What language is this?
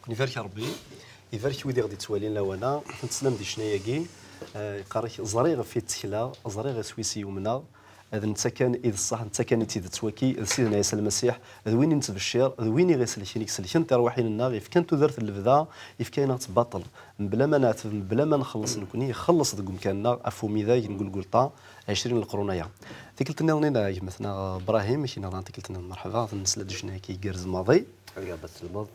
Kabyle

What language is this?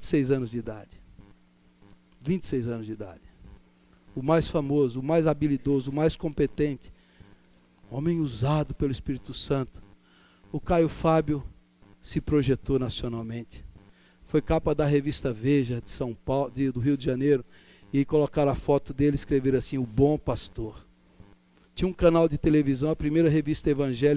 Portuguese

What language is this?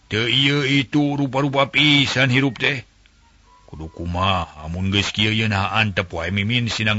Sundanese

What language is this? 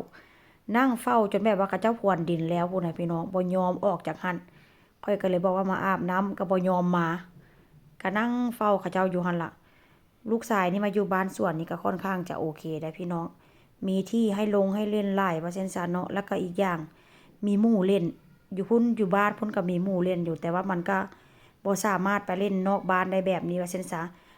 Northeastern Thai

